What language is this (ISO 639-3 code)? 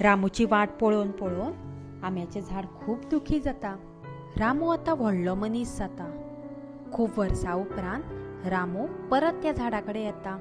kok